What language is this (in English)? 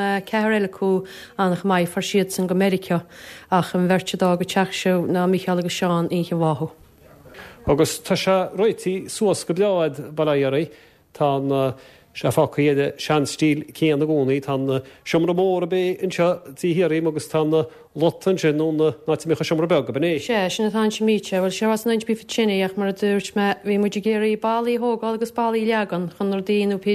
Irish